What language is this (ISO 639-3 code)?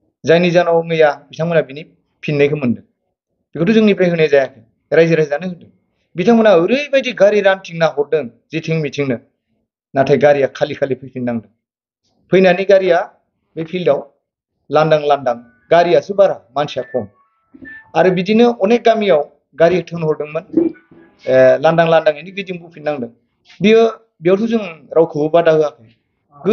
brx